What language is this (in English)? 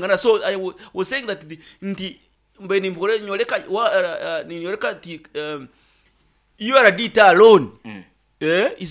Nyoro